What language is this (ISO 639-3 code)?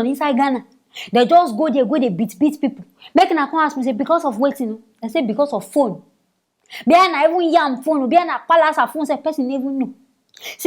pcm